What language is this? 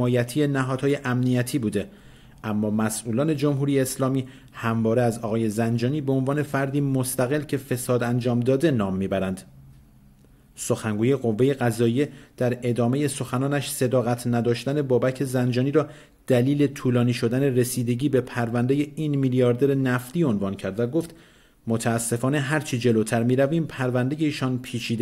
Persian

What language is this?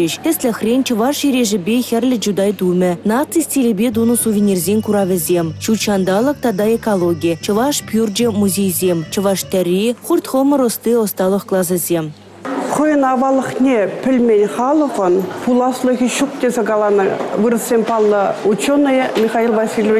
Chuvash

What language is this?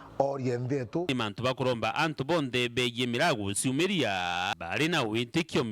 Meru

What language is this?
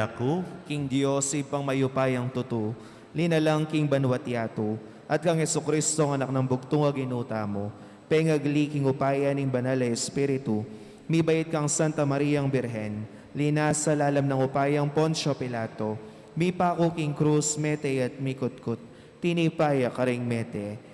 Pampanga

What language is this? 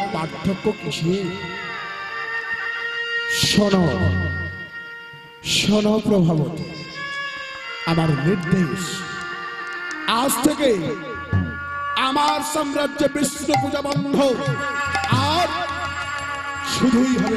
Bangla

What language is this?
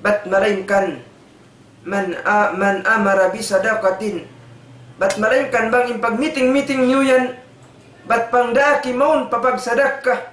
Tausug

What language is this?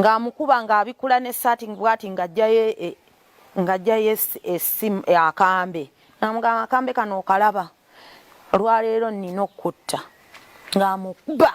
Ganda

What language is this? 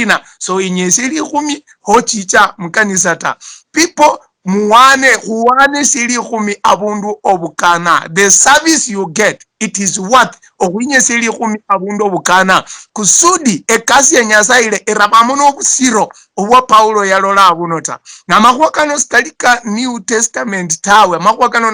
Luyia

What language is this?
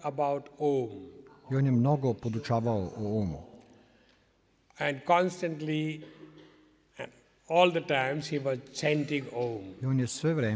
Serbian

